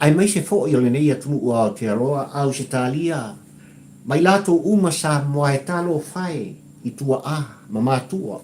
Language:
Samoan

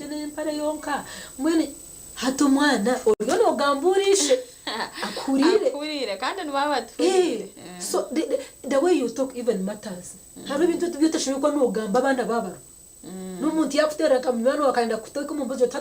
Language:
Nyankole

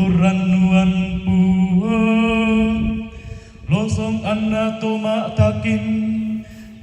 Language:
Toraja-Sa'dan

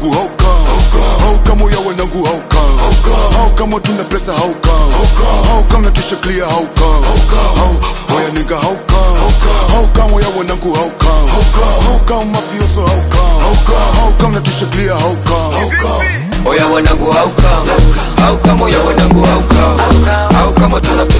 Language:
Swahili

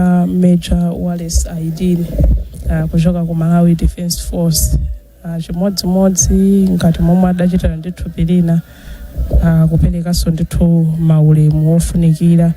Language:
Nyanja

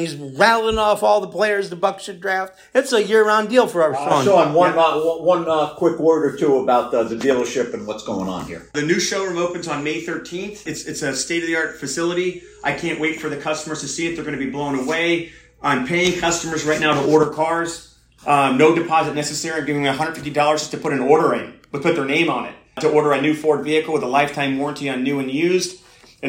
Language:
English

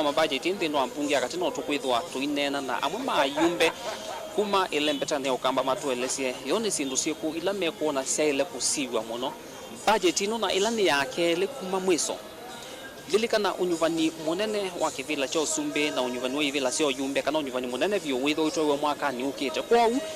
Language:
Kamba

